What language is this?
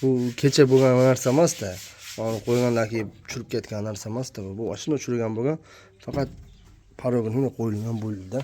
Uzbek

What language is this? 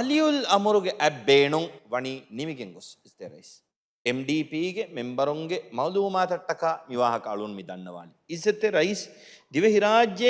Divehi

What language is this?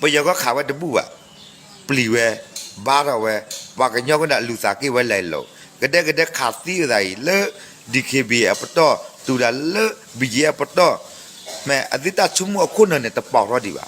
S'gaw Karen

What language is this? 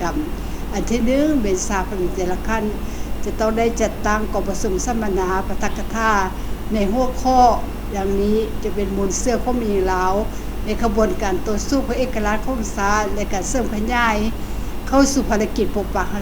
Lao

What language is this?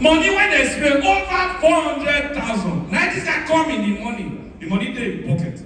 Nigerian Pidgin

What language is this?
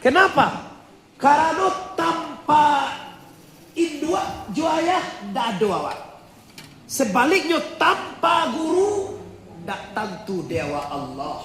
Minangkabau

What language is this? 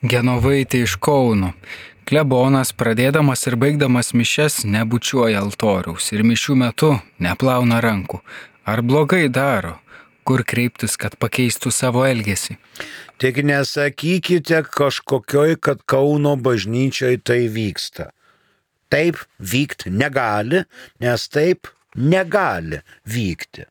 Lithuanian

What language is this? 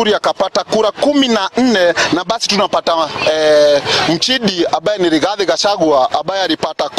Swahili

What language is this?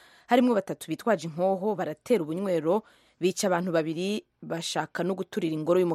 Kinyarwanda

